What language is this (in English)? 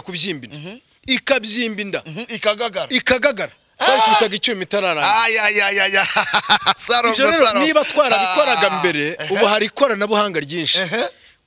Kinyarwanda